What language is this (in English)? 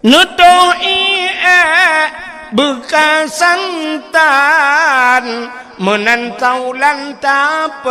Achinese